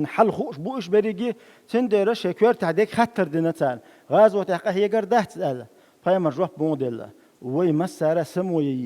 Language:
Chechen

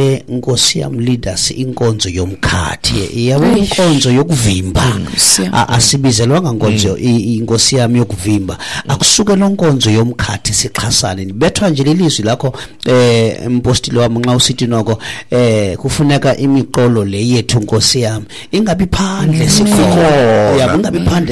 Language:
Xhosa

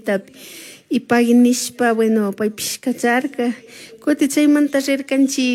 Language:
Chimborazo Highland Quichua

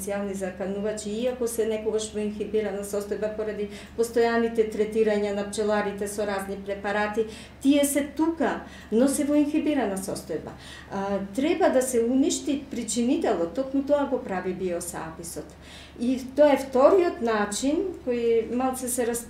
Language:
Macedonian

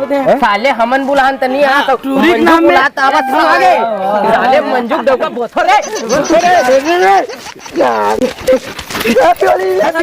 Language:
Chhattisgarhi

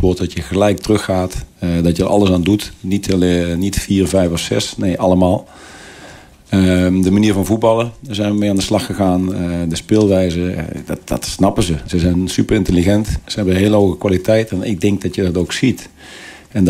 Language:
Dutch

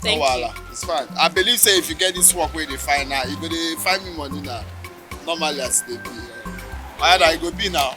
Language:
Nigerian Pidgin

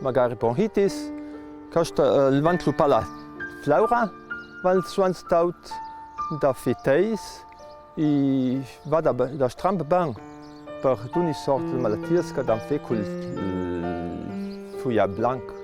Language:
Ladin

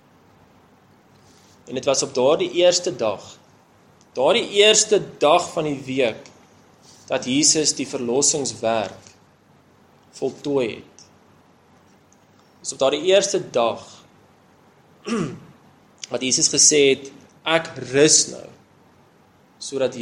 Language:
Afrikaans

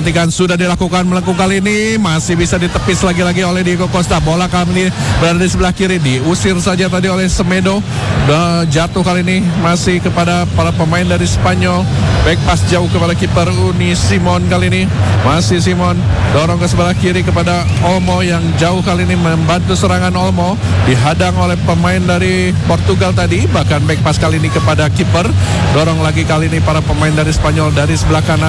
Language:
Indonesian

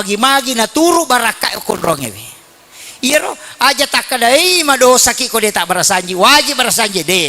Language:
Buginese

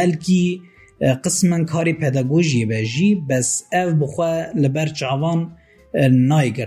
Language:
Kurdish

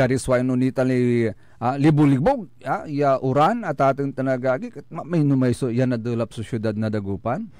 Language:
Pangasinan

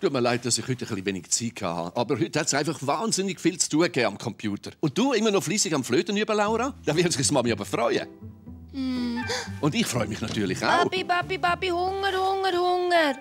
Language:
Swiss German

